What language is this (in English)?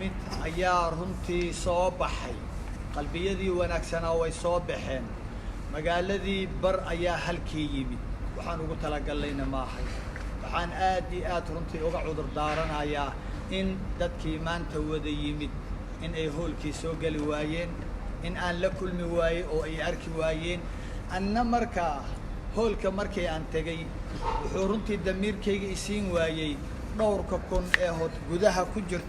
Somali